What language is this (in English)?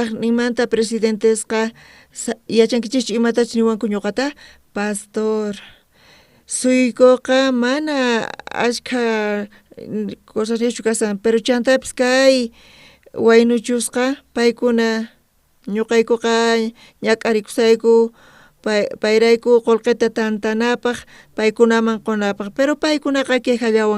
South Bolivian Quechua